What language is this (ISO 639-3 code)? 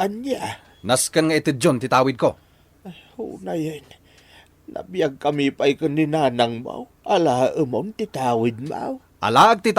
ilo